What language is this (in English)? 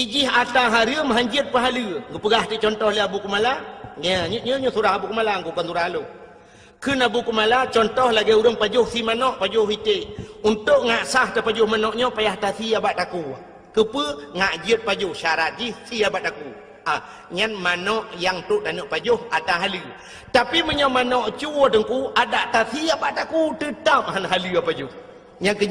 Achinese